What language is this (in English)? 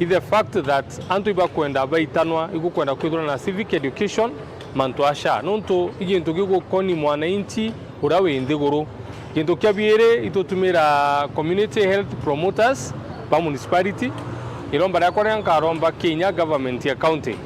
Meru